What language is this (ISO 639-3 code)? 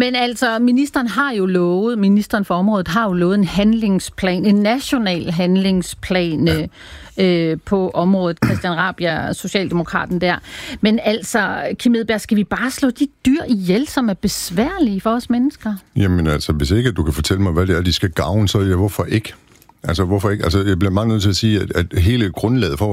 dan